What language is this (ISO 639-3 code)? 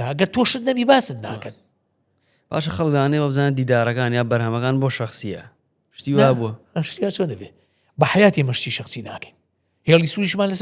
ckb